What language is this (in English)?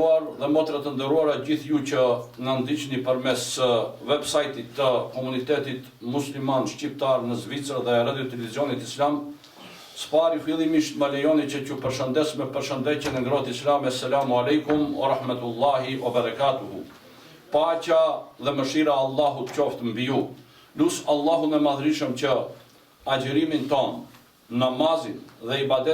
Albanian